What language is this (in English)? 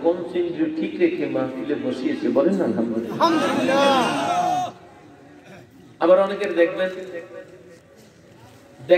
Bangla